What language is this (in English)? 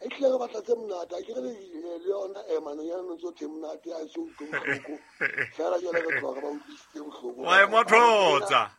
Southern Sotho